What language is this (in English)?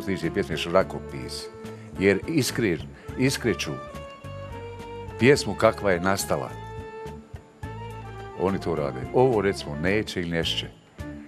Bosnian